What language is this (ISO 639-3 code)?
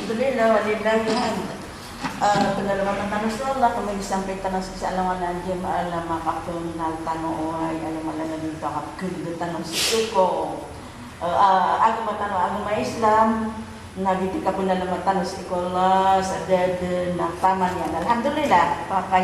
mrw